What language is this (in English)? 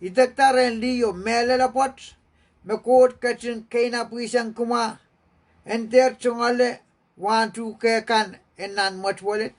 Pohnpeian